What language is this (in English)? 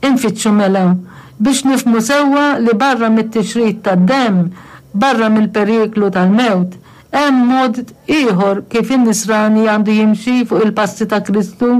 Maltese